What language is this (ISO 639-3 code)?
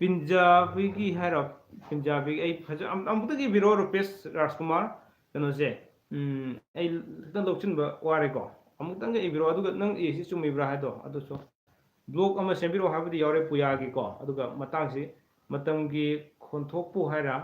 mni